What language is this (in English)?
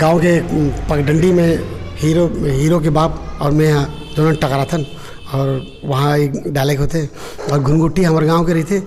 Chhattisgarhi